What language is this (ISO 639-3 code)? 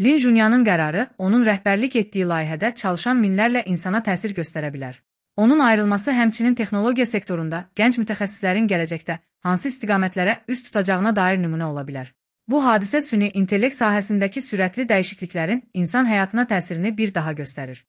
aze